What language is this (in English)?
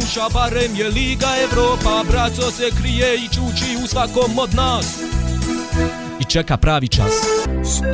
Bosnian